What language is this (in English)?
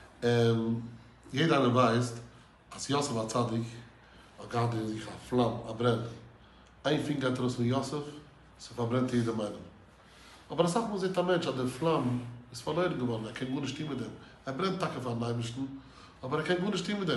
Yiddish